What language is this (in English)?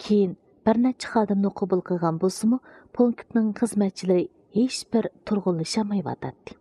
Uyghur